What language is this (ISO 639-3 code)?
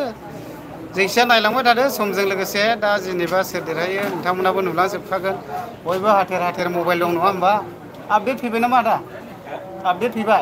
brx